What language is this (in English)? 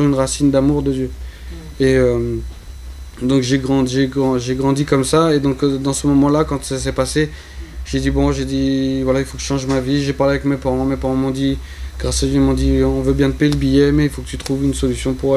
French